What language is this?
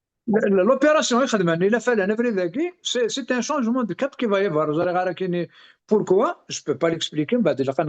Kabyle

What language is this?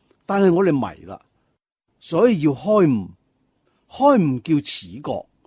Cantonese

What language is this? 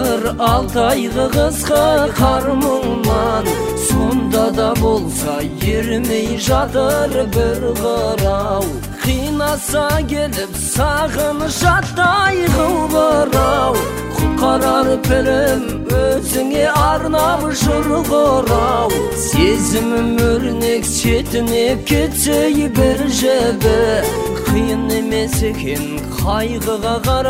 Kazakh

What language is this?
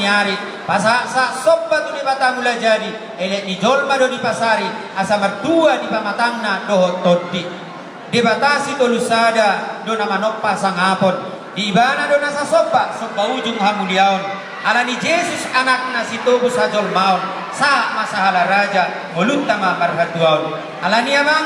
Batak Toba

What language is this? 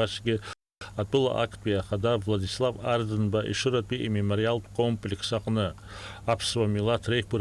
Abkhazian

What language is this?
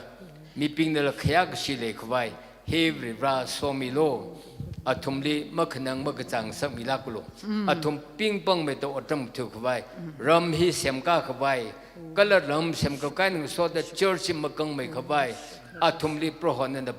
Tangkhul Naga (India)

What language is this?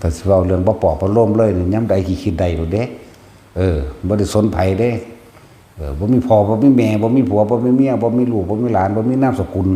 Northeastern Thai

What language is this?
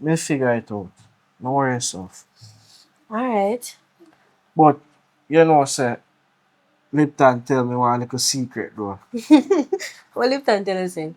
Jamaican Creole English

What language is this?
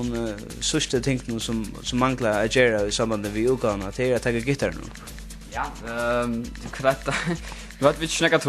Faroese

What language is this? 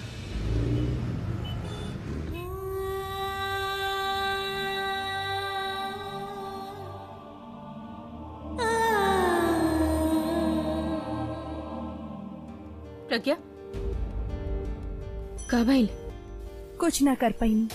Bhojpuri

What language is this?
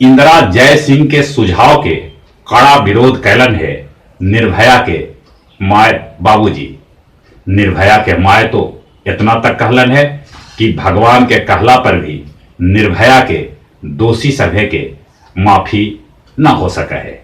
Magahi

